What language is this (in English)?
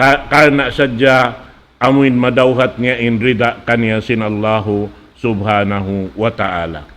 Tausug